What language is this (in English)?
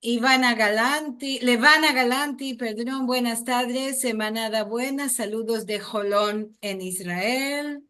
Ladino